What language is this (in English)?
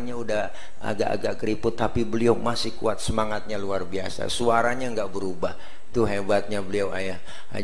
Betawi